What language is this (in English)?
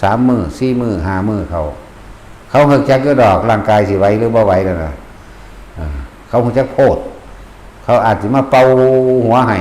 Northeastern Thai